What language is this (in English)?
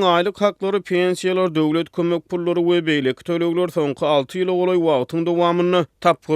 Turkmen